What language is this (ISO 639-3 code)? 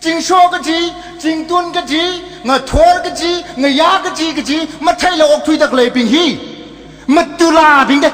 nmf